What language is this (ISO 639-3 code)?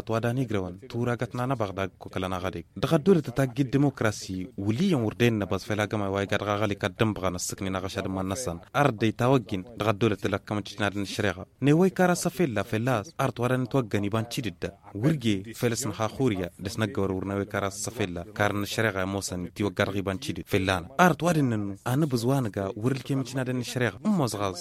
taq